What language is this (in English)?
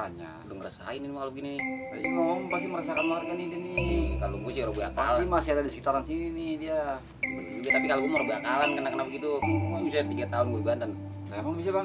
Betawi